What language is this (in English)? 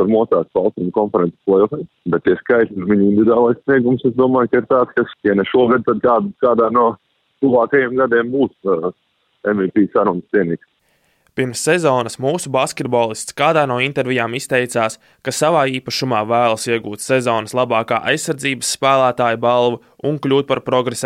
Latvian